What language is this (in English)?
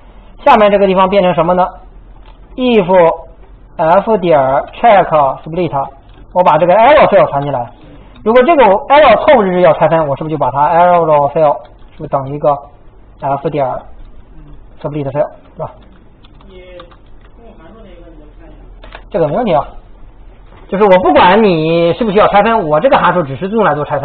Chinese